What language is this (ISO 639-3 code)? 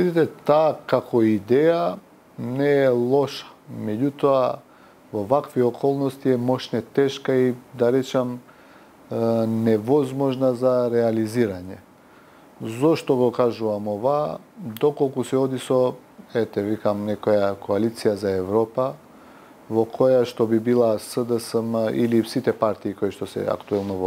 mkd